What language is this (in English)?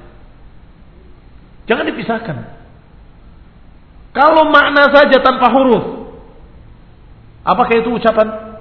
Indonesian